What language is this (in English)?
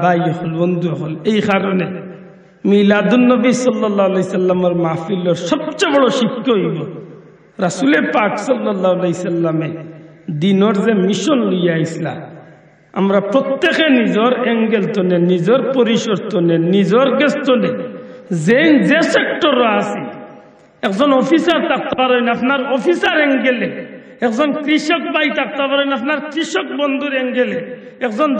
Sylheti